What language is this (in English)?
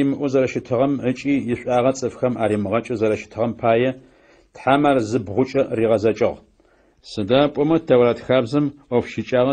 Adyghe